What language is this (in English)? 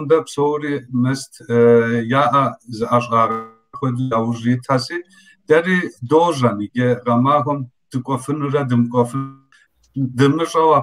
Kabardian